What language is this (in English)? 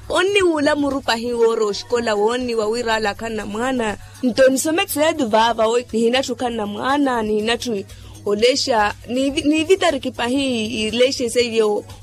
Makhuwa